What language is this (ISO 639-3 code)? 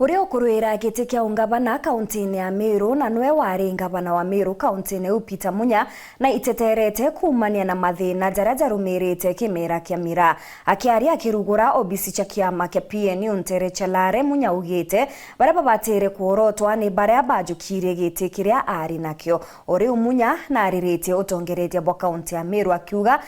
mer